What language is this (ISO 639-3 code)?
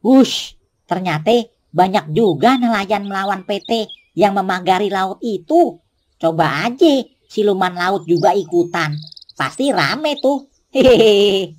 bew